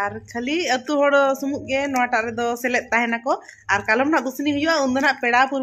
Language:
Santali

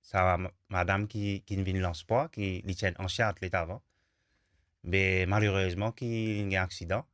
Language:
Morisyen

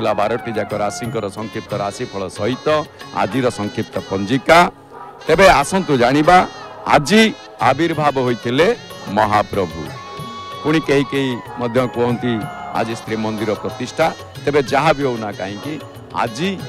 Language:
Odia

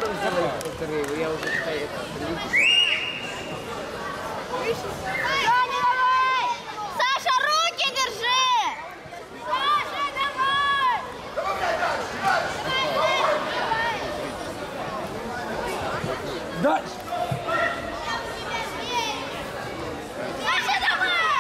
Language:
Russian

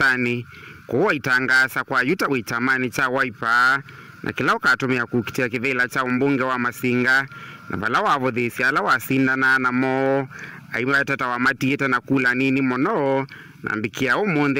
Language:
Kamba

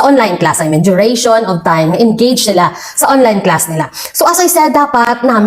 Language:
Hiligaynon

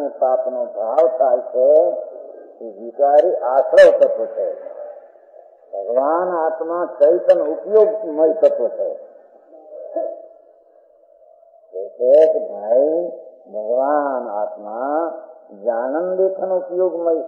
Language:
Gujarati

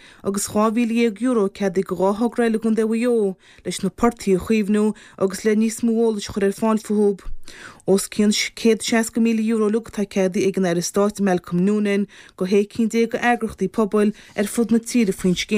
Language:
Irish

